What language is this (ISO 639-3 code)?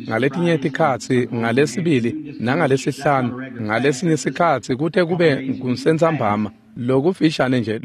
ssw